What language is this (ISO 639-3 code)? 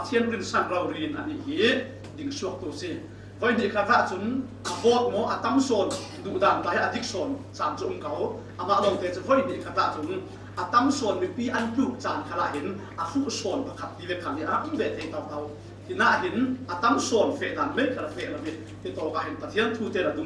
cfm